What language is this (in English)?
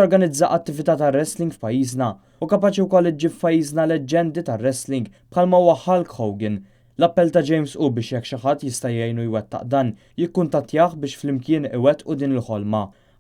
Maltese